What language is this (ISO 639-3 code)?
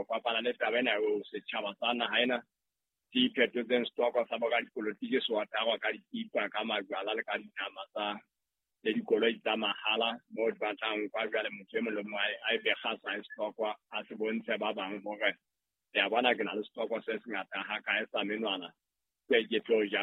sot